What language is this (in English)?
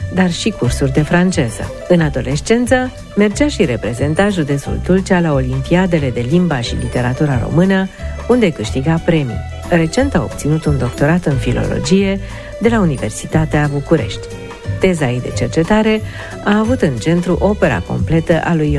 Romanian